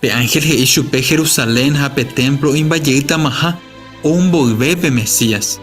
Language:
Guarani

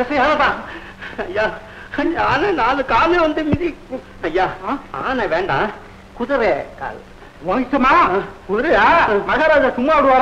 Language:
Tamil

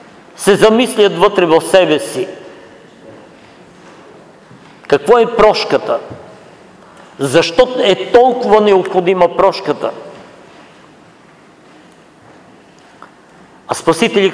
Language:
Bulgarian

